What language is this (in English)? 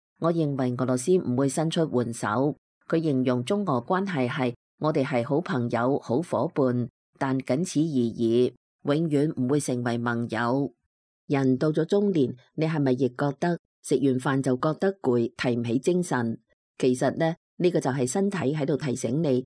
Cantonese